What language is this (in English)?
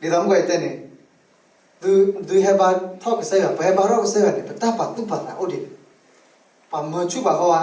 S'gaw Karen